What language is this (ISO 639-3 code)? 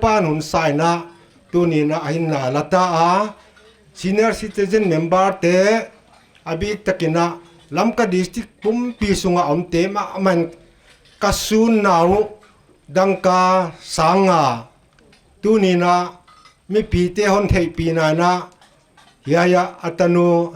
pck